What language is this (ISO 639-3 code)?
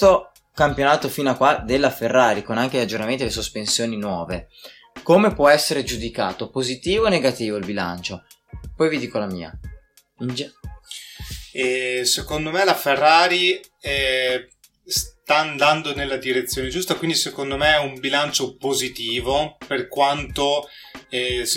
ita